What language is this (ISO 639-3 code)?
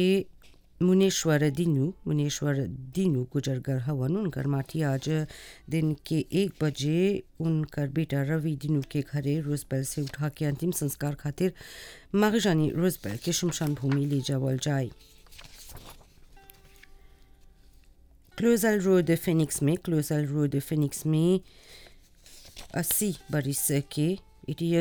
bho